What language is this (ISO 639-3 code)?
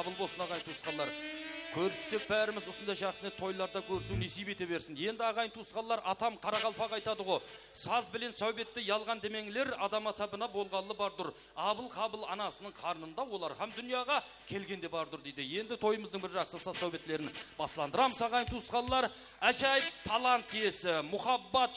kaa